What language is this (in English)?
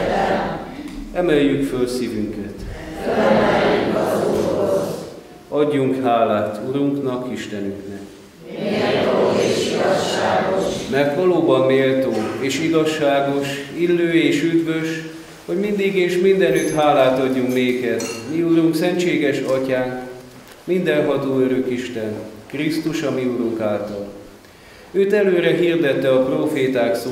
Hungarian